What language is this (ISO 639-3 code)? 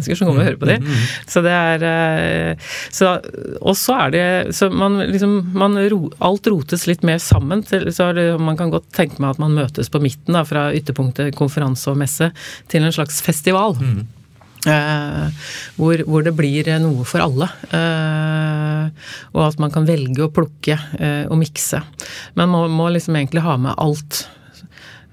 nor